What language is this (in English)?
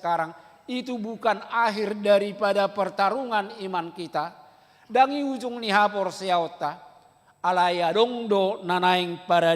Batak Toba